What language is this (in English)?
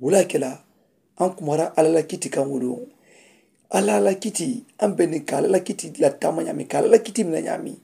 Mandingo